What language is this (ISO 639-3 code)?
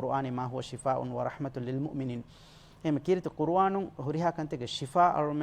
div